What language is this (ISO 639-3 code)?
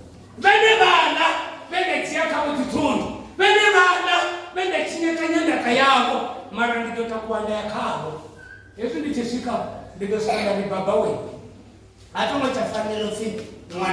ven